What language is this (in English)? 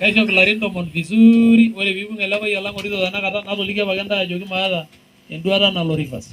Masai